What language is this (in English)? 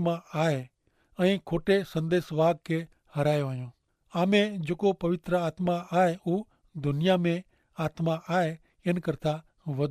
Kachhi